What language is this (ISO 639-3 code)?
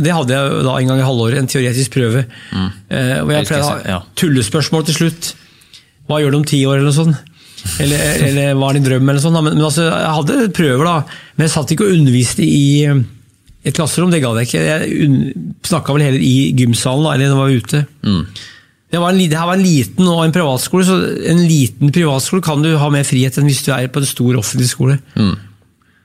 nor